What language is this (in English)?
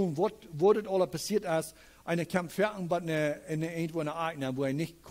Plautdietsch